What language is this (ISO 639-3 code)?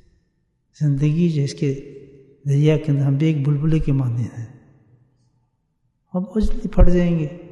urd